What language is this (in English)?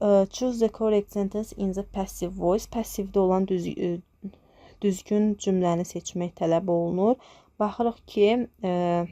Azerbaijani